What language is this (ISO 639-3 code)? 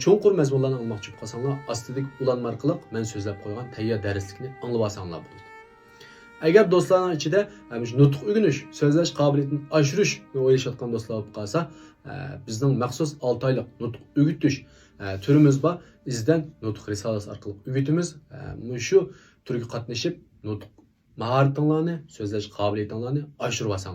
uig